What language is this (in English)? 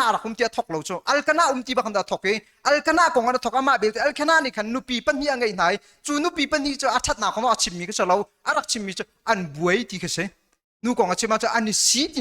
Hakha Chin